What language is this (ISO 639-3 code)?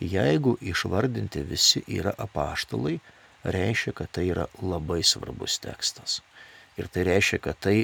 lit